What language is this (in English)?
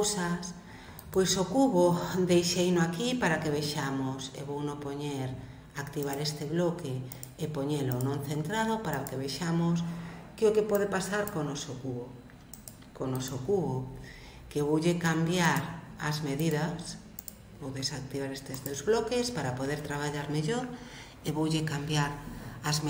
Galician